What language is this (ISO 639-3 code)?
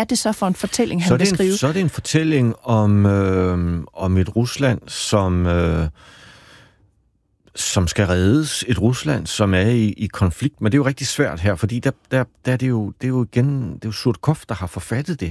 dan